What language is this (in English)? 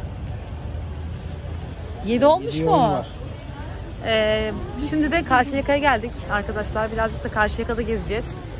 Turkish